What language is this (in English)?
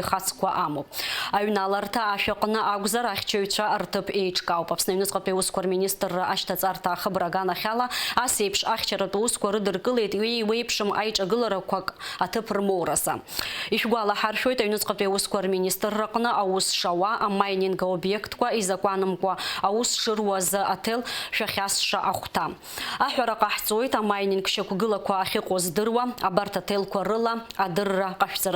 Abkhazian